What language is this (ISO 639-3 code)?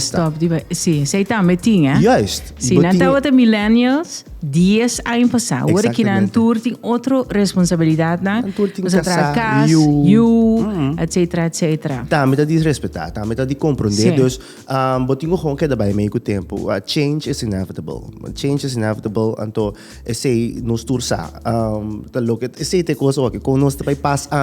pap